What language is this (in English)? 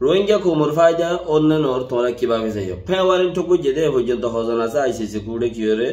Rohingya